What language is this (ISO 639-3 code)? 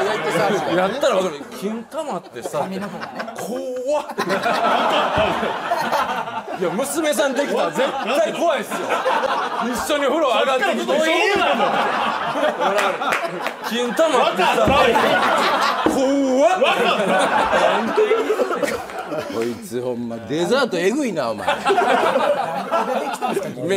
jpn